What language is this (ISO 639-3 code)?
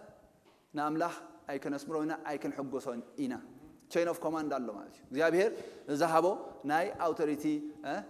tir